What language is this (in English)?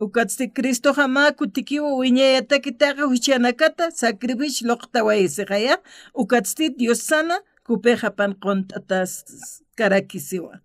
Aymara